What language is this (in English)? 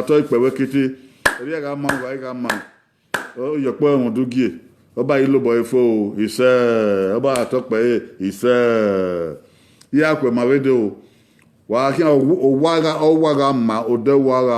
Bini